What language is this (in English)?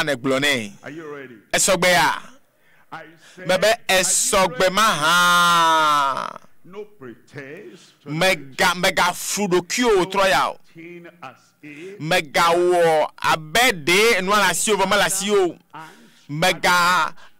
Ewe